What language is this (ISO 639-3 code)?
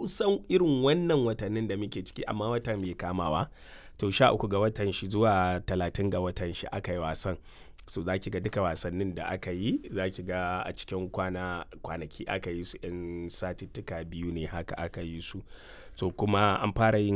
hau